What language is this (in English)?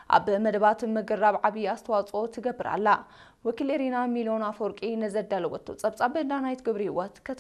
Tigrinya